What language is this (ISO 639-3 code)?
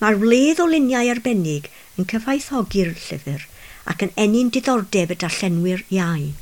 cym